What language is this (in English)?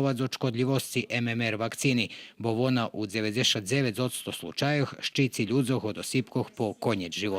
Rusyn